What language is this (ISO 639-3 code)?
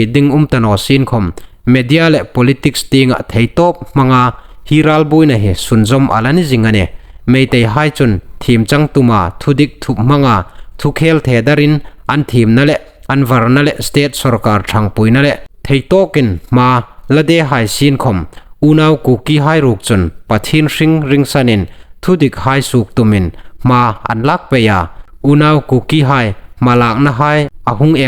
hmr